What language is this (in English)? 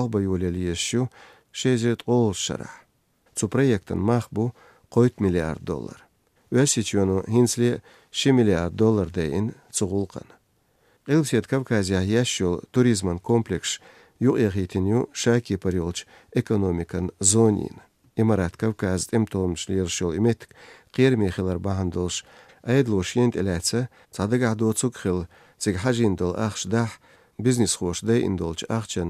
Chechen